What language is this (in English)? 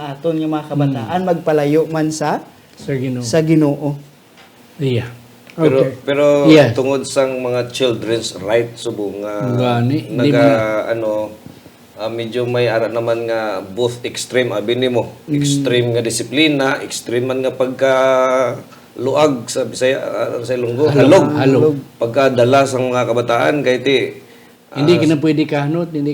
Hiligaynon